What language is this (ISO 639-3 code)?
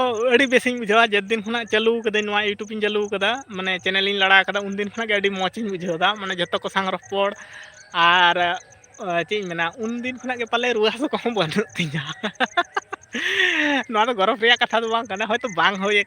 sat